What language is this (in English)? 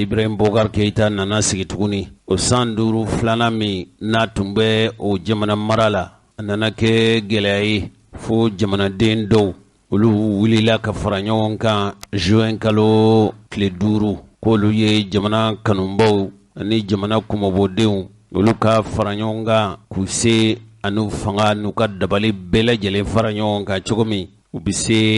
Bambara